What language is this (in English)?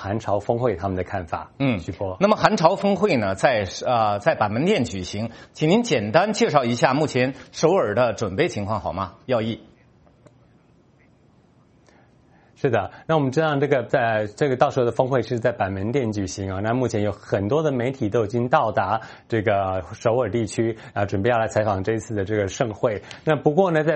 Chinese